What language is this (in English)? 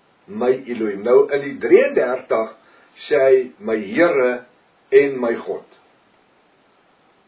Afrikaans